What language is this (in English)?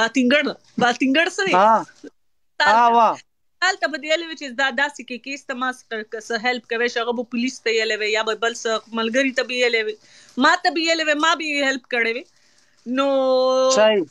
Pashto